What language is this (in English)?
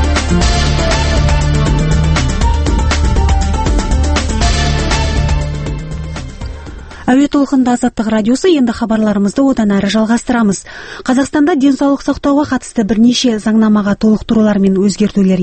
Kazakh